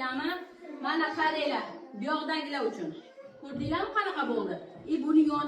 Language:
Uzbek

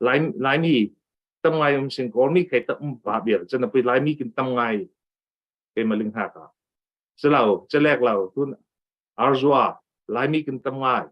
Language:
Falam Chin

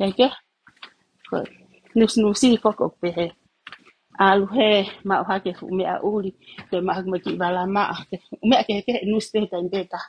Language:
Tongan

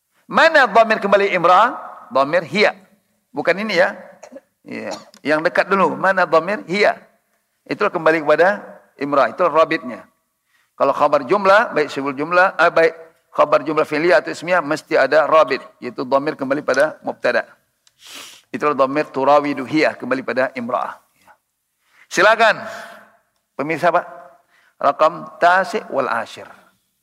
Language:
Indonesian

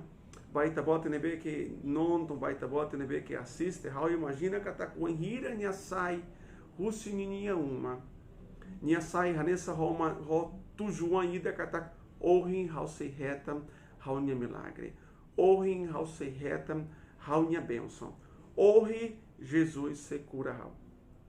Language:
Tetum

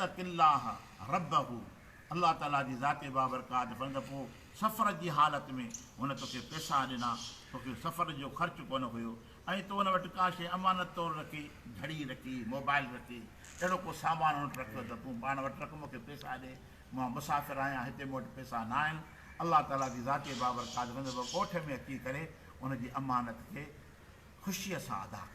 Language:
Sindhi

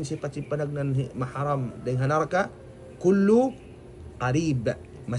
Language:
Tausug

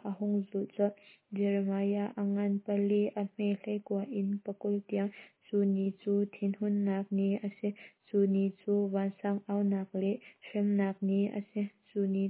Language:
Hakha Chin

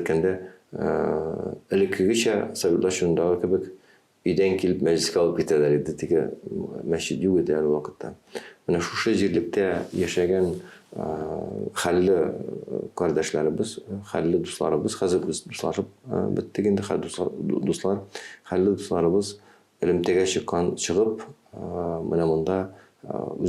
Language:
Tatar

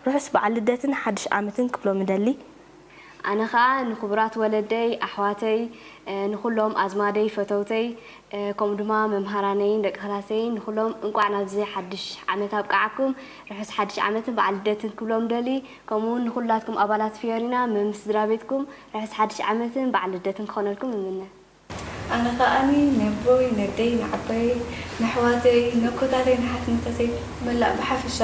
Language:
Tigrinya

